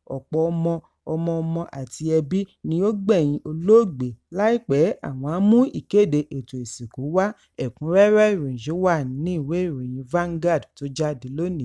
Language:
Yoruba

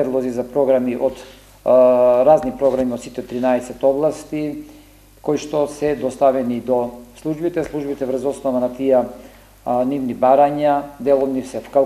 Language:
Macedonian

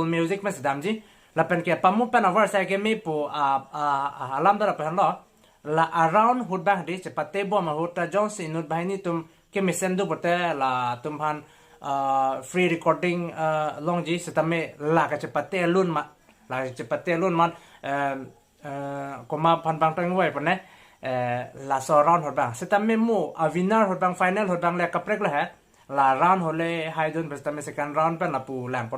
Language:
Karbi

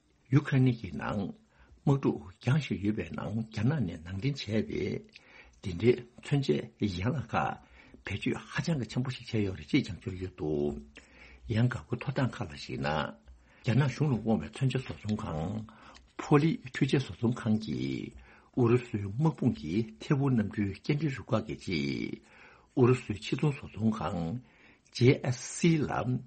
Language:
Tibetan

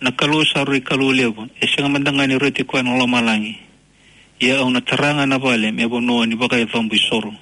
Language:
Fijian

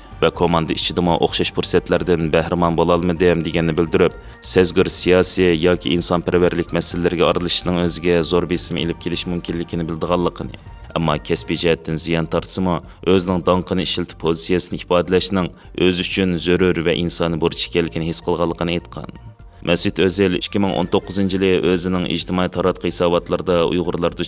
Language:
Uyghur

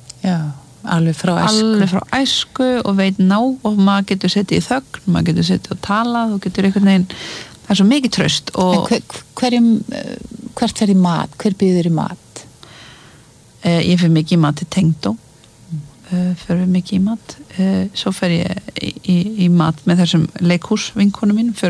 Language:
Icelandic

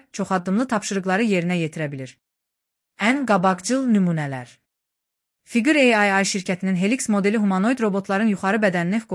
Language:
Azerbaijani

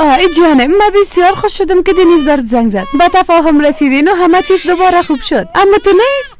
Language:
Persian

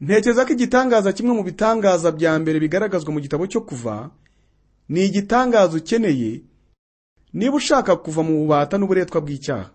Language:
Kinyarwanda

